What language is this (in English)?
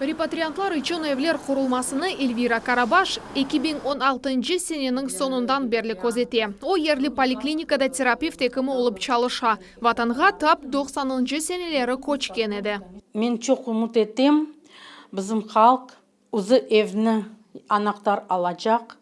Crimean Tatar